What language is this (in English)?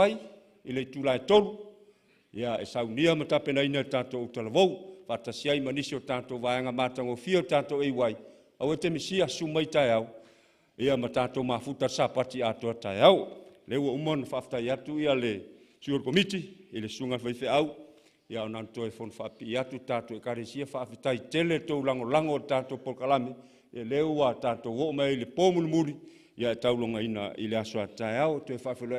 Samoan